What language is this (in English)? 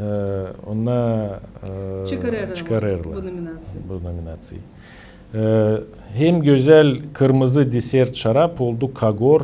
Gagauz